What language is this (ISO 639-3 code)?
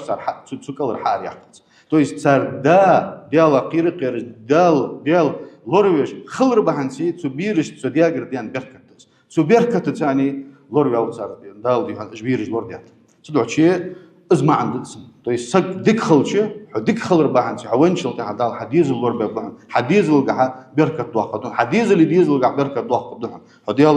inh